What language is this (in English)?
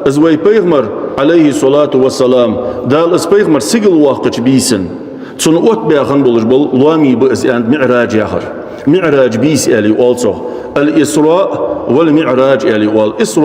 Ingush